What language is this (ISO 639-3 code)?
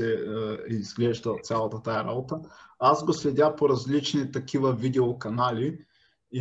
bul